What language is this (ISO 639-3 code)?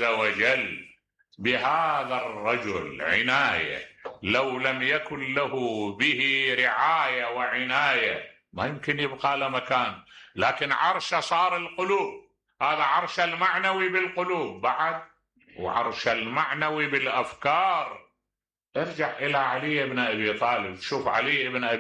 acm